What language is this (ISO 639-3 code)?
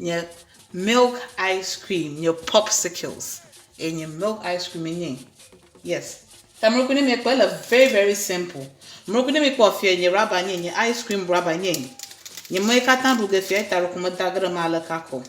ewe